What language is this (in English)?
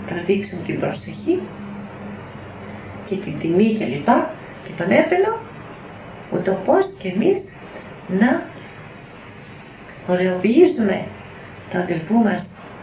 Greek